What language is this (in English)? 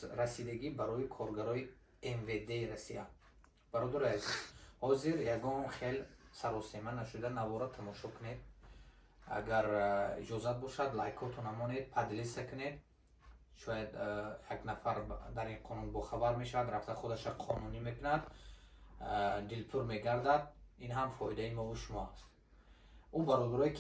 Tajik